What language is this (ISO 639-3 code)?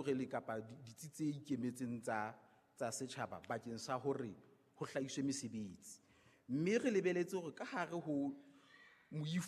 sot